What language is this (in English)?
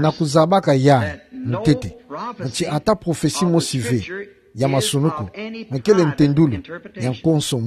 Kituba (Democratic Republic of Congo)